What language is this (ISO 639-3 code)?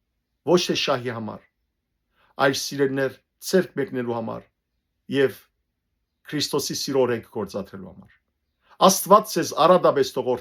hyw